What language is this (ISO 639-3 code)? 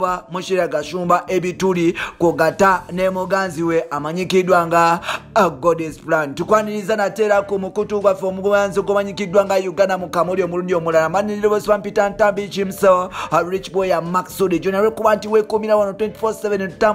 lug